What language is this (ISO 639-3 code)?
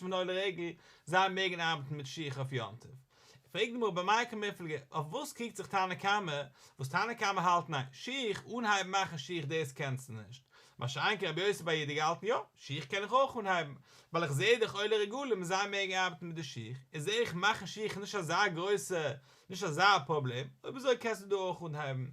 yid